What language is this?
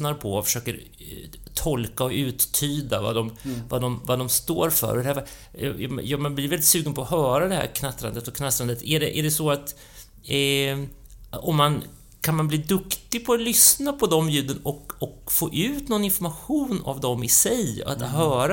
Swedish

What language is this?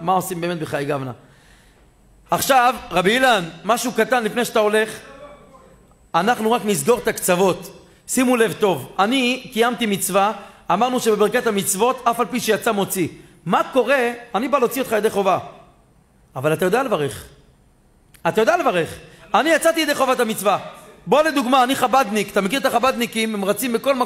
Hebrew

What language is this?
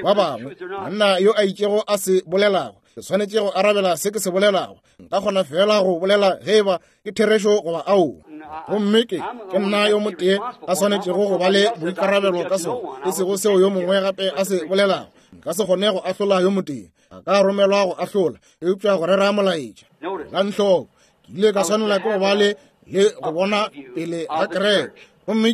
Northern Sotho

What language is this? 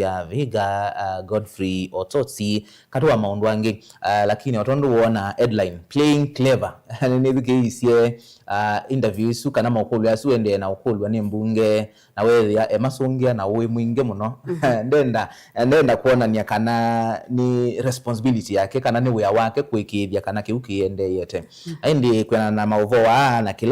Kamba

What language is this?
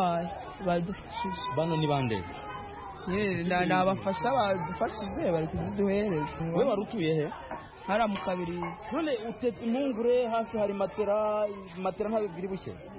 Kinyarwanda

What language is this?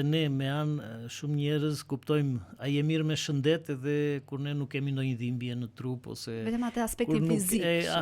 Albanian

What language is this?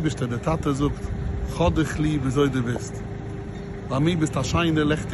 Yiddish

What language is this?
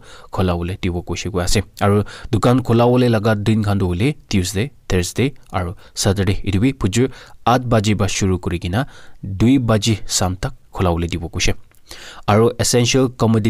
Naga Pidgin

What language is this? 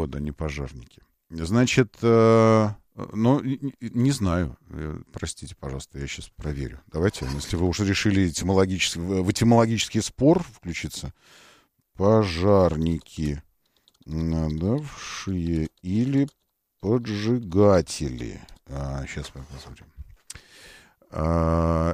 Russian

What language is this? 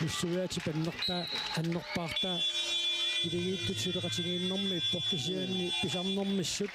Kalaallisut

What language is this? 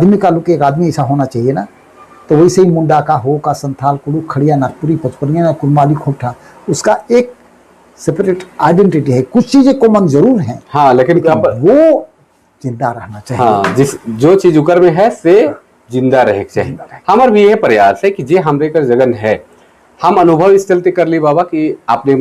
Sadri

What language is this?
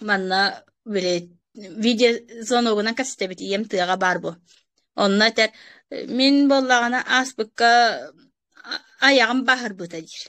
Yakut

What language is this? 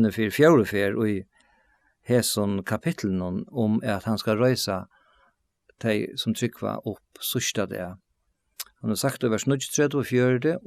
Faroese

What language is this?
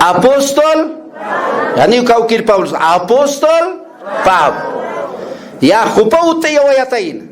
Aymara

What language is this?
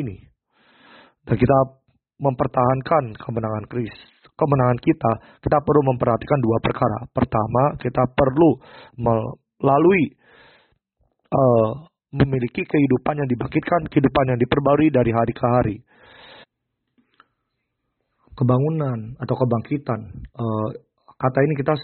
Indonesian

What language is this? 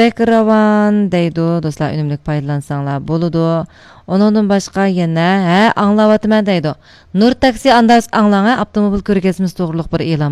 Uyghur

